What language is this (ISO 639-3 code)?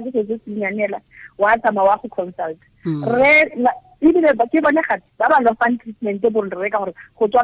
tsn